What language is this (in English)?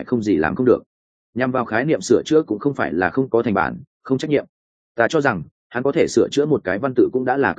Vietnamese